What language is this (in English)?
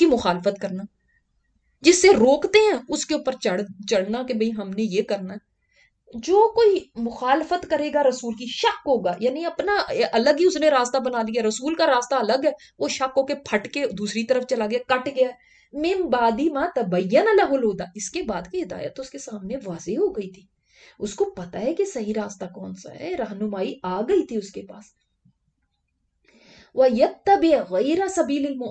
Urdu